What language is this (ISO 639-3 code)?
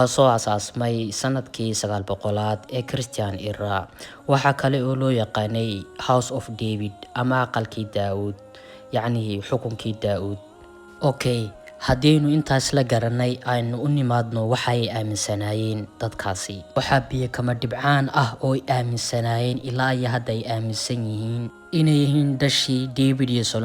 som